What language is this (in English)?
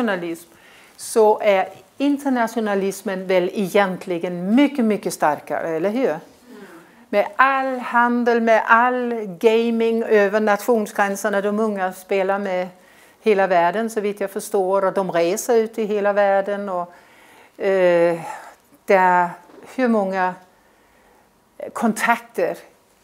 Swedish